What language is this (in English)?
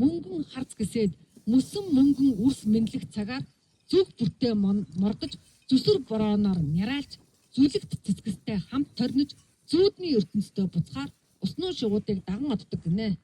Mongolian